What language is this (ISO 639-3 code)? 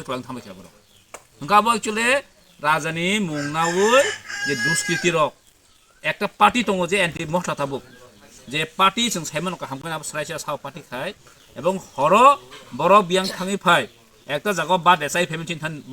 trp